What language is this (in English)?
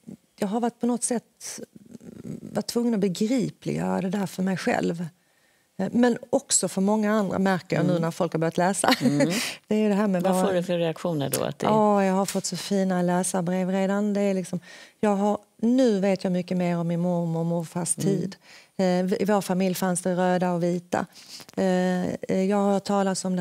Swedish